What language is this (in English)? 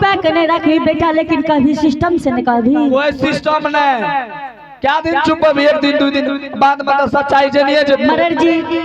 Angika